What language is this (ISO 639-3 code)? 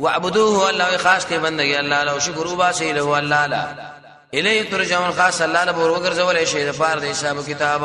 pus